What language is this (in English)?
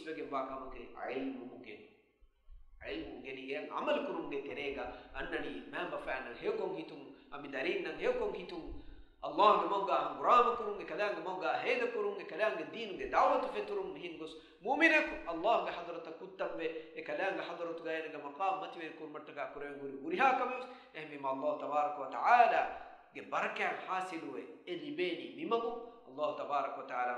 Divehi